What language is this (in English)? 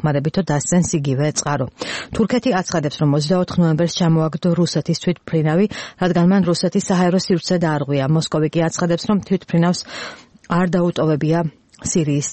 Georgian